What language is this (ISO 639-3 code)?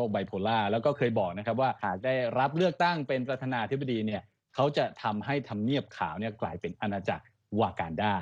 tha